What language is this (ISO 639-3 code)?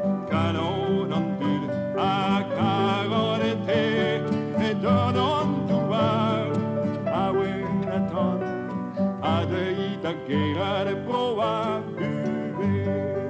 bre